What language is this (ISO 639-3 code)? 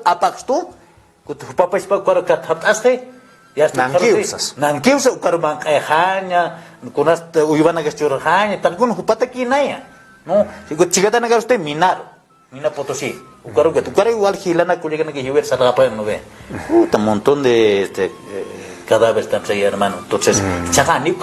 aym